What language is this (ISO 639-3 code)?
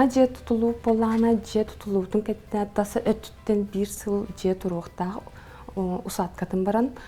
sah